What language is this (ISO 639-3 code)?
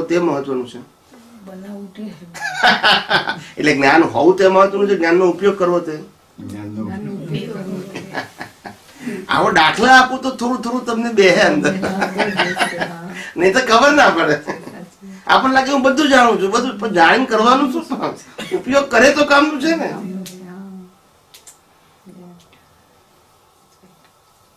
guj